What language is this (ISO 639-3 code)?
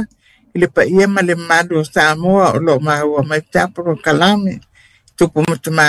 smo